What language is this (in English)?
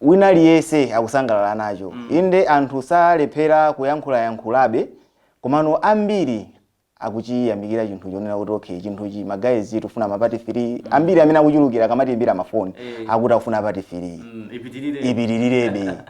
Nyanja